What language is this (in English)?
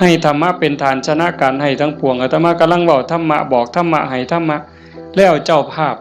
Northeastern Thai